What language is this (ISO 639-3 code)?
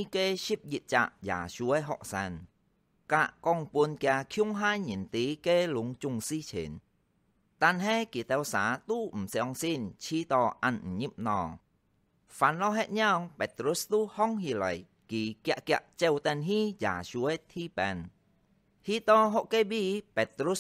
hak